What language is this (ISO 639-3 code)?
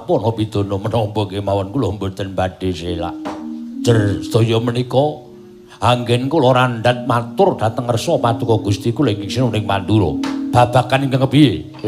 jav